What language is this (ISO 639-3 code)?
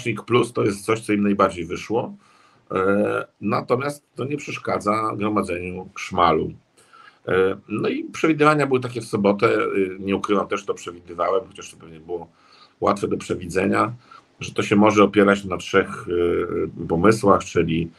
pol